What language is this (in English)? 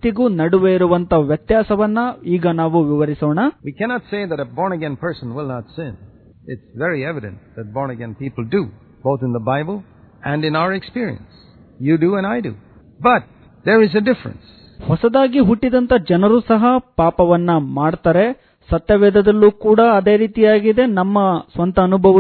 Kannada